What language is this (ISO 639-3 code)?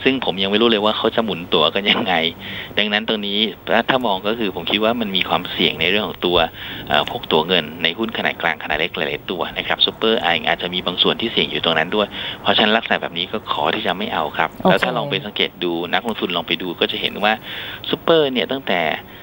tha